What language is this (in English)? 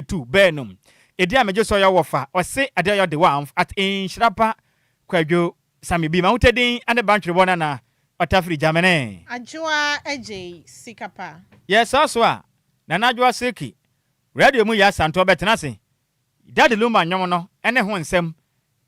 Akan